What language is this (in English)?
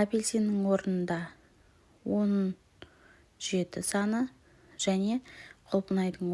Kazakh